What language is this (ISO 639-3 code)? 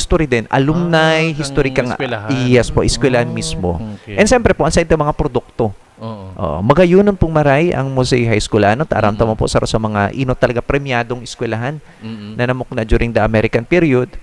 bik